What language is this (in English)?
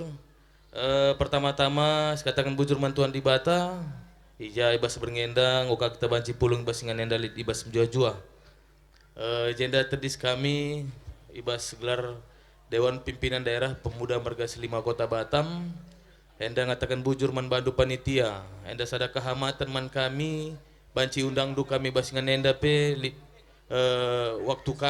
Batak Karo